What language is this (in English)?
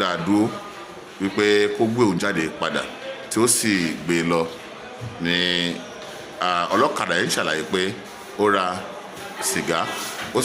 Yoruba